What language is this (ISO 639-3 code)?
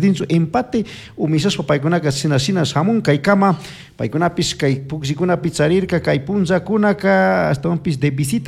qug